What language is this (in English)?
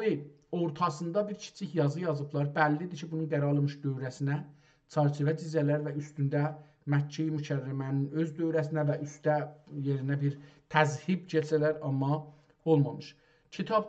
South Azerbaijani